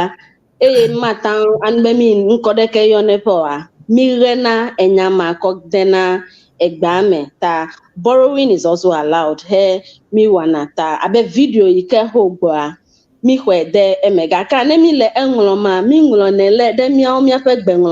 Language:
Ewe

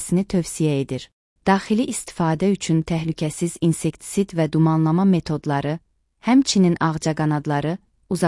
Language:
Azerbaijani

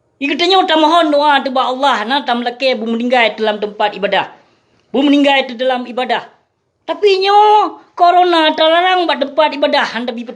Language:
Achinese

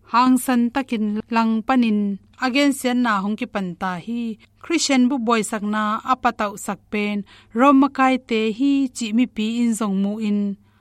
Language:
Tedim Chin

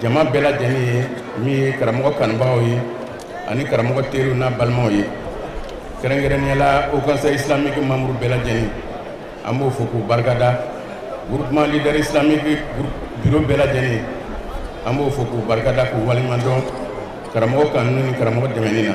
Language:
Bambara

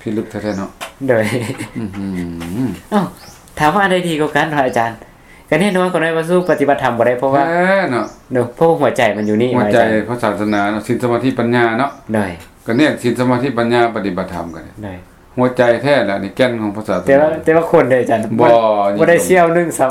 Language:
Lao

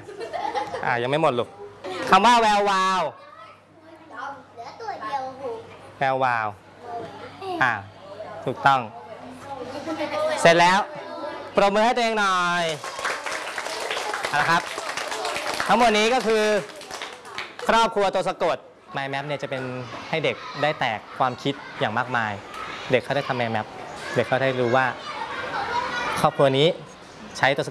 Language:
Thai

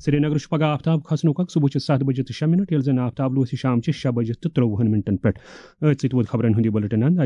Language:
Kashmiri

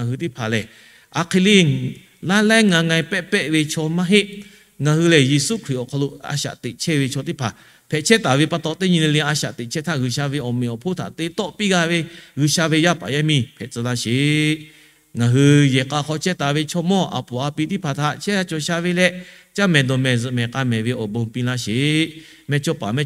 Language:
Lahu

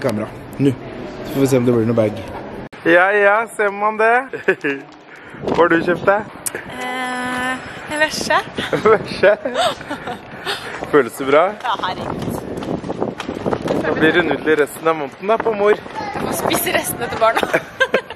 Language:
Norwegian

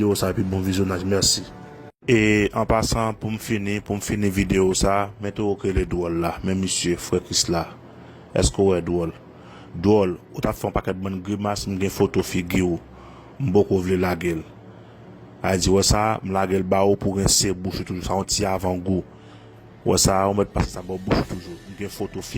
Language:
Haitian Creole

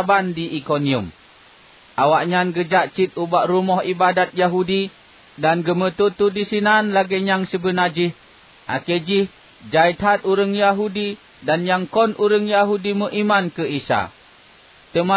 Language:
Achinese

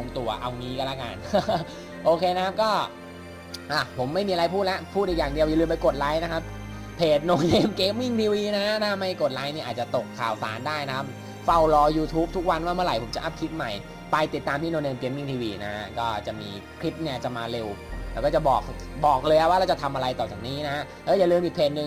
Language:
Thai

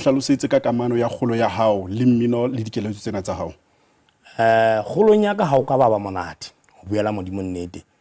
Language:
Southern Sotho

